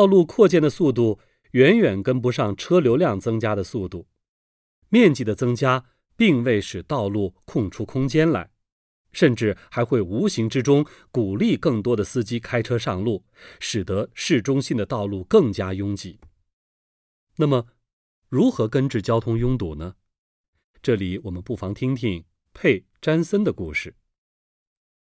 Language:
Chinese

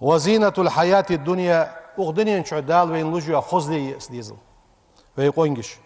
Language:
Ingush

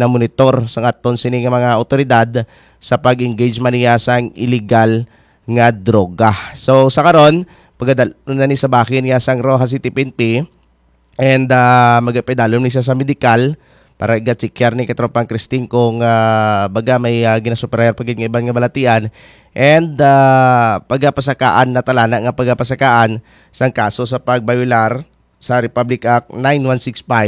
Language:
Hiligaynon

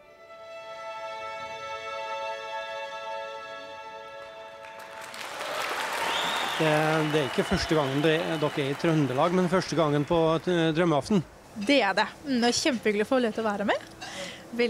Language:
Norwegian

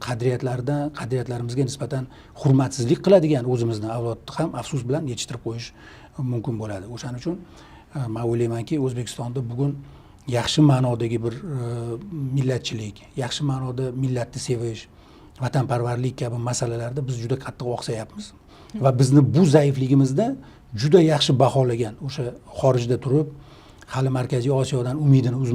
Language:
Uzbek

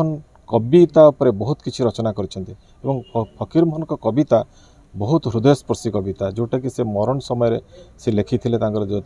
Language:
Odia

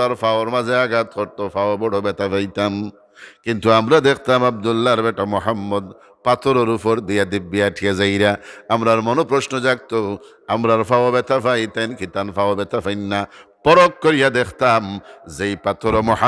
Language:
Sylheti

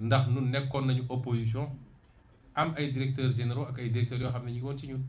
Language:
Wolof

